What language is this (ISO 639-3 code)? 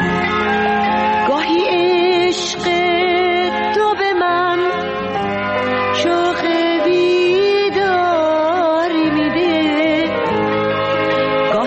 fas